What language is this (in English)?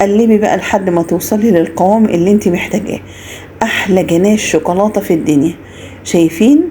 Egyptian Arabic